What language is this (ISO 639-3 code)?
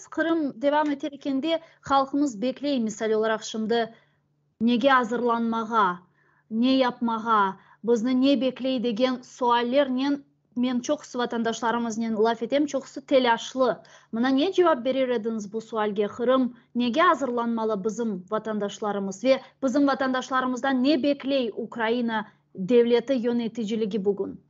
crh